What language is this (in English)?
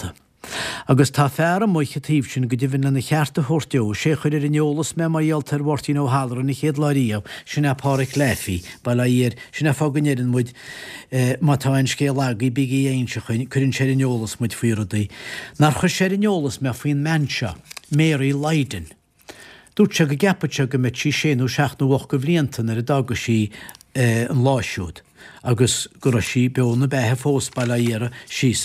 Irish